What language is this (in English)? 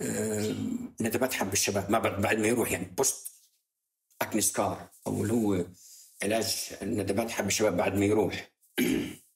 North Levantine Arabic